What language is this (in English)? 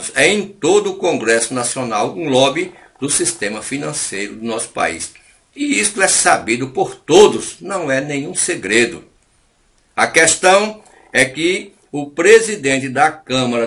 Portuguese